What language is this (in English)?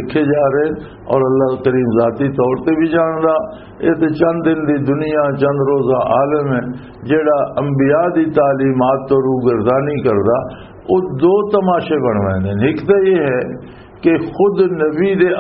Western Panjabi